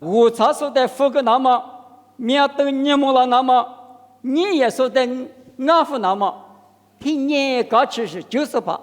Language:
Lisu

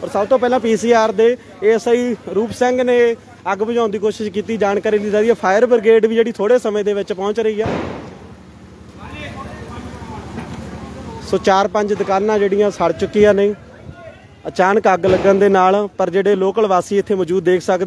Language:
Punjabi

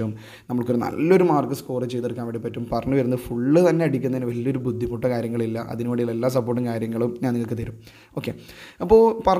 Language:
Malayalam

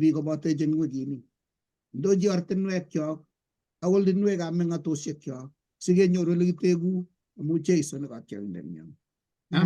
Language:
Kalenjin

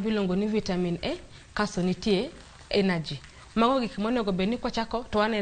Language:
Luo (Kenya and Tanzania)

